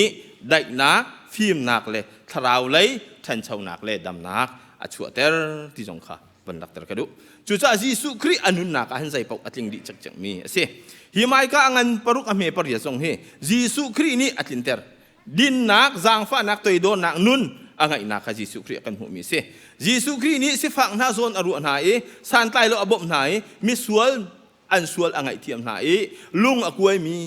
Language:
Hakha Chin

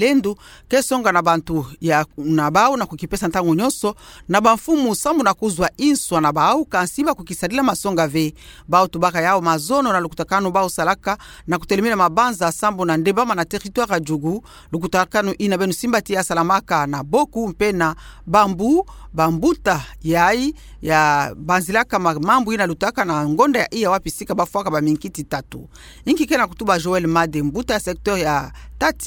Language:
Kituba (Democratic Republic of Congo)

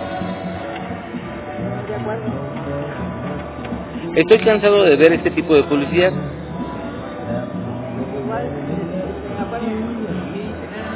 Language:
Spanish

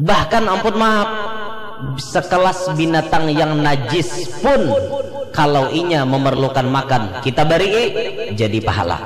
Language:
Banjar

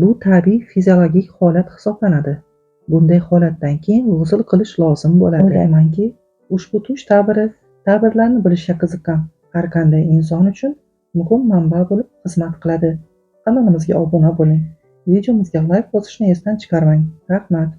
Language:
Uzbek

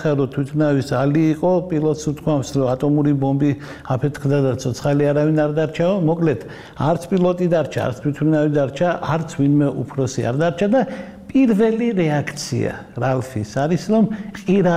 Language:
Georgian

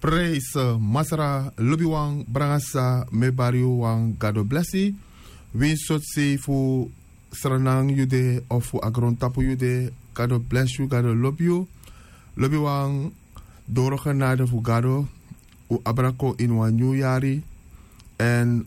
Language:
Sranan Tongo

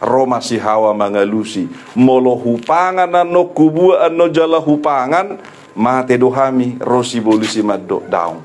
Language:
Batak Toba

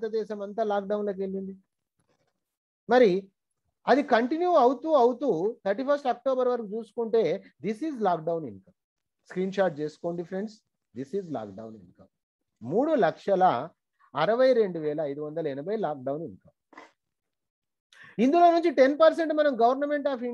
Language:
Telugu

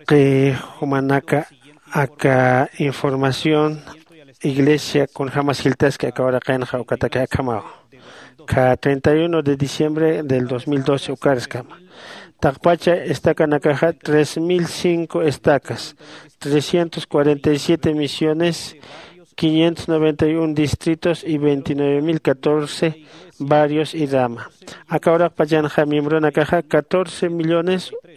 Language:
Aymara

